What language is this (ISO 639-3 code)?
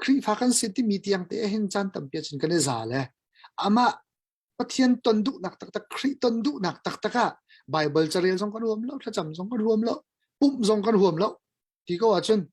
cnh